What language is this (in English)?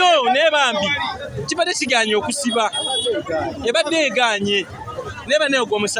Ganda